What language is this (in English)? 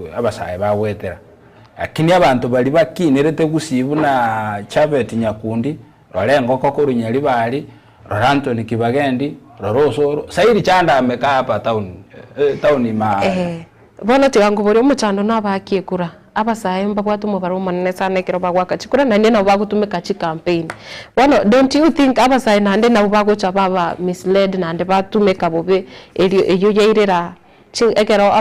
Gusii